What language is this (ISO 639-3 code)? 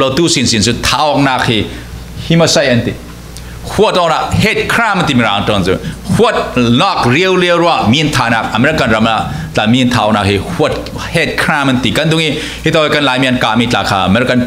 cfm